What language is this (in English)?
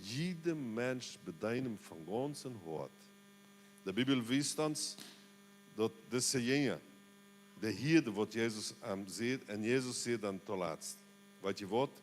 Plautdietsch